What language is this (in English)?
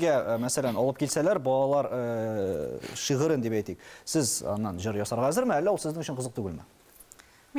Tatar